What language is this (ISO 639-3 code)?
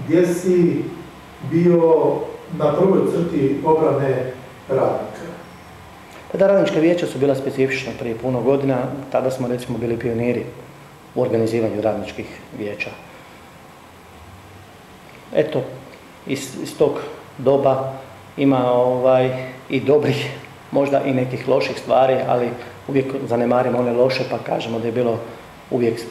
hrv